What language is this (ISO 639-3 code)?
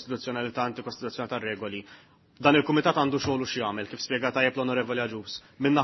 mlt